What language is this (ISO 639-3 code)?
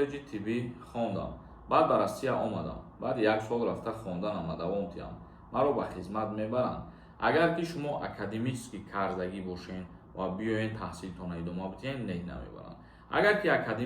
tgk